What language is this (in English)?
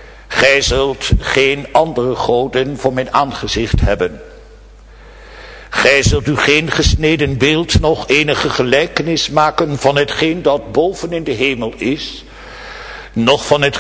Dutch